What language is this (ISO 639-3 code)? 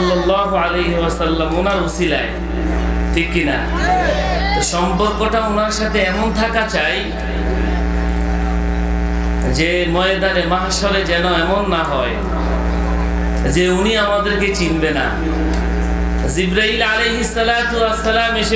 ben